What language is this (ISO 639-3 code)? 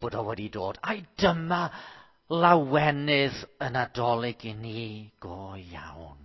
cym